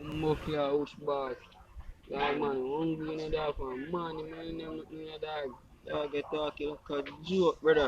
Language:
Jamaican Creole English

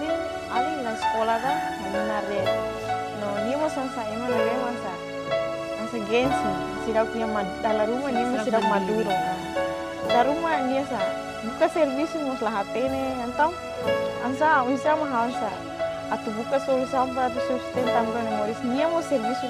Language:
Tetum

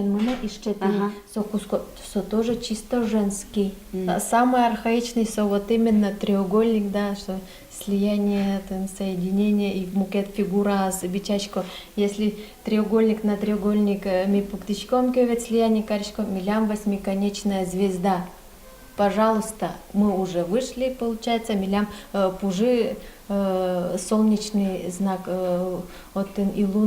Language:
Udmurt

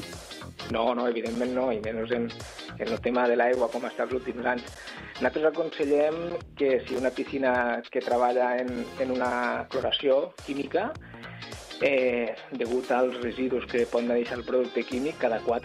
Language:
Catalan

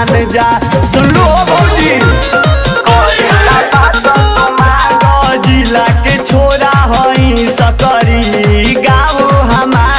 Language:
Bhojpuri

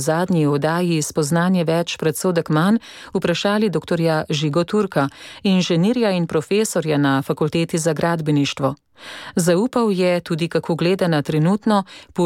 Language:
Slovenian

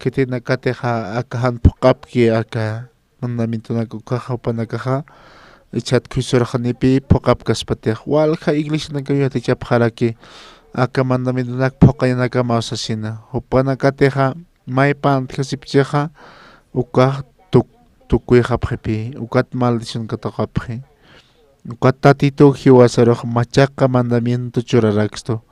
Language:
Aymara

